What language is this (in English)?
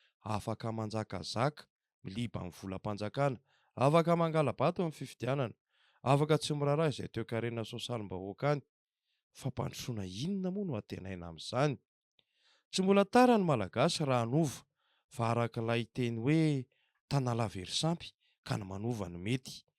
Malagasy